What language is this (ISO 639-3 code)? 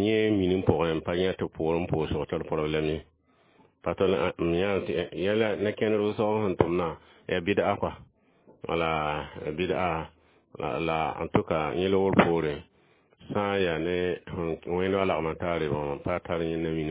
mos